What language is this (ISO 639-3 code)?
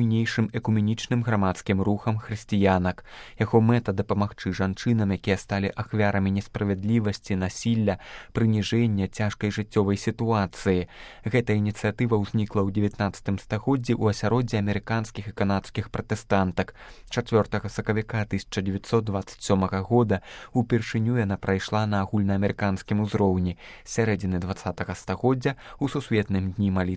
bel